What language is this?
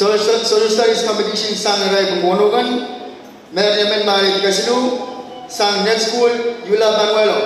Pohnpeian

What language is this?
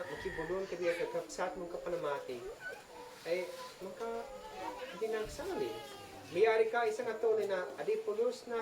Isnag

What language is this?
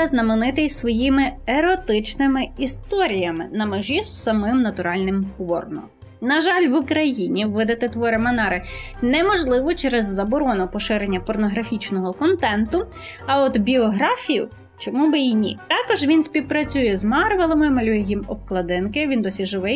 Ukrainian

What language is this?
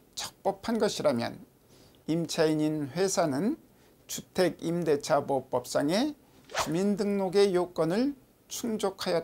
Korean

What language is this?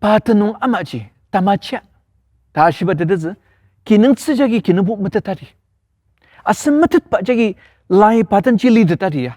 Ao Naga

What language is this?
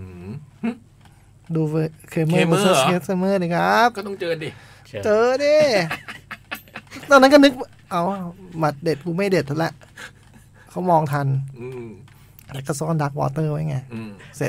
Thai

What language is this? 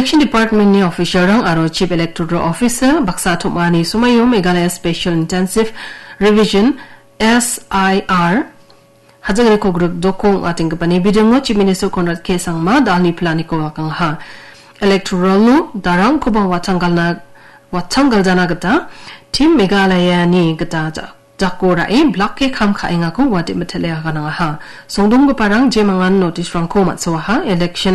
Garo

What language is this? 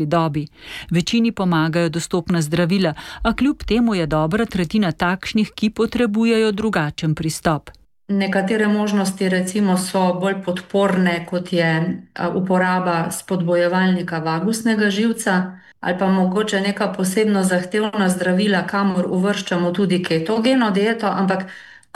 Slovenian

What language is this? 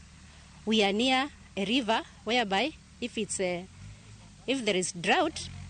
Luo (Kenya and Tanzania)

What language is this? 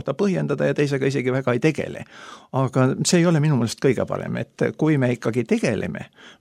Estonian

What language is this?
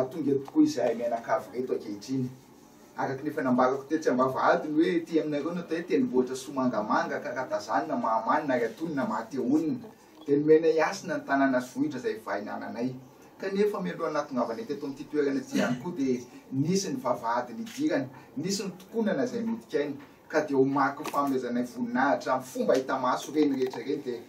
Malagasy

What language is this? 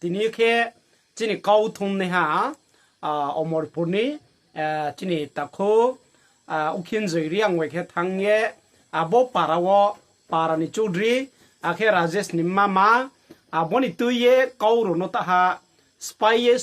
Riang (India)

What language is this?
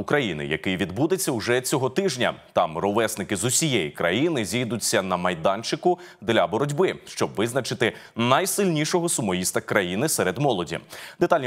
Ukrainian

